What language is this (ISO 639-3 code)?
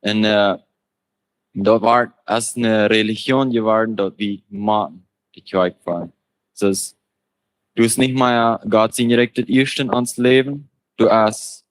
pdt